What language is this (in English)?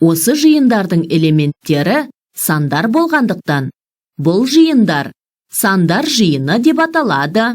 Kazakh